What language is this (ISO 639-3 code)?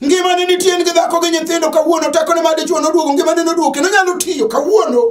luo